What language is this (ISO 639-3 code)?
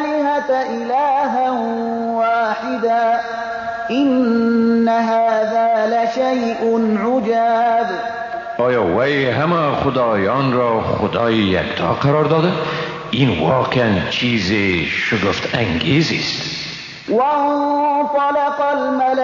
fas